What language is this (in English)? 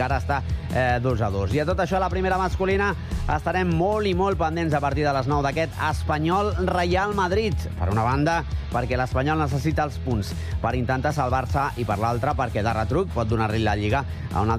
Catalan